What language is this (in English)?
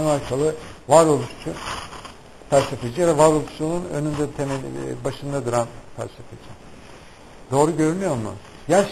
Turkish